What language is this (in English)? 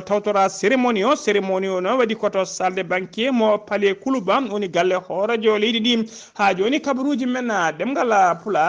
Fula